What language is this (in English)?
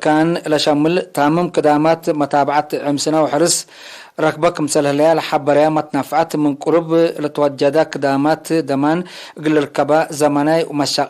Tigre